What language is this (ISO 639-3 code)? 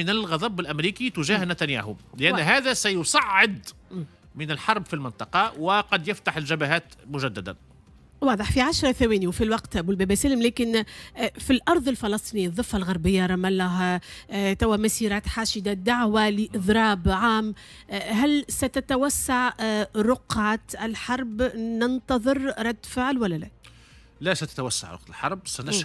aeb